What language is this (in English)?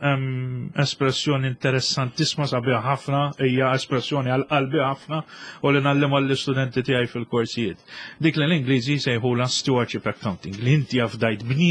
Maltese